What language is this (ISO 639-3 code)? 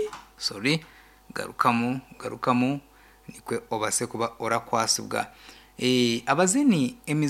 nyn